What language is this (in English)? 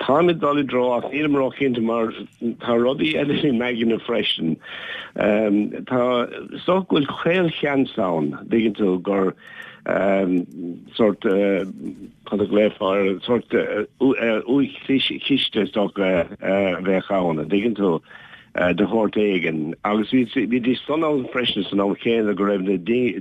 Irish